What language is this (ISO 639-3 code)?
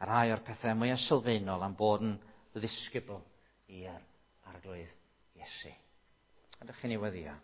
cym